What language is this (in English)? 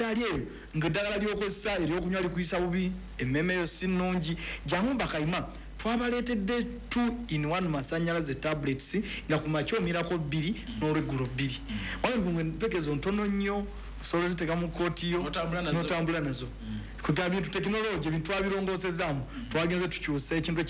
Ganda